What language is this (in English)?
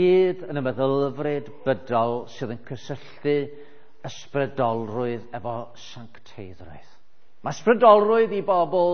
Welsh